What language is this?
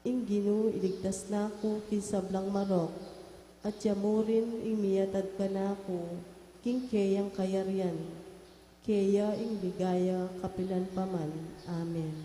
Pampanga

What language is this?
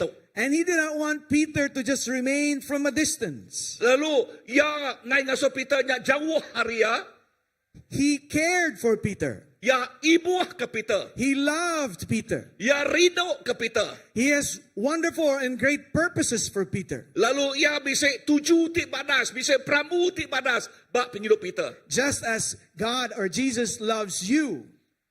Iban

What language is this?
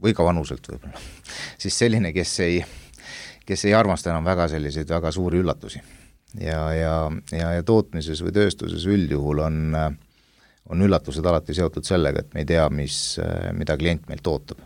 Estonian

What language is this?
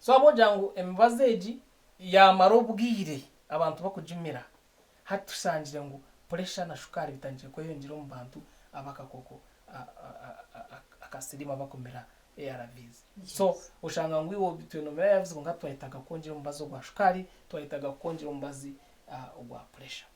Nyankole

